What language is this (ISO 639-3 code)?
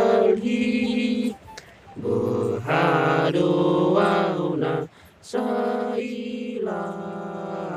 bbc